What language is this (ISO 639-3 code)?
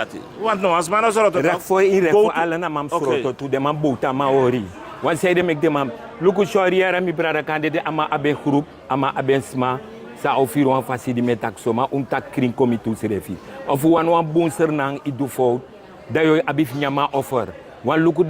srn